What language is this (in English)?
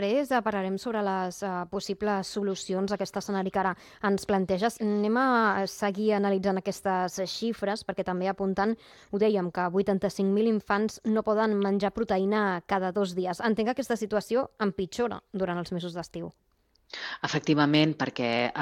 Catalan